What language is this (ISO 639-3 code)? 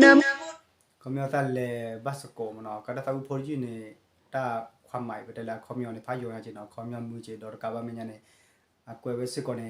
ksw